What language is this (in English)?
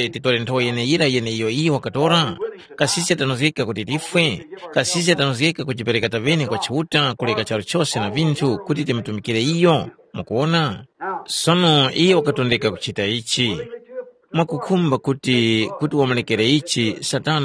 Tumbuka